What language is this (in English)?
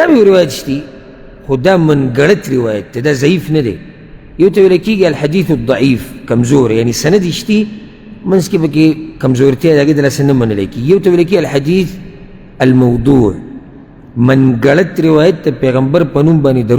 Pashto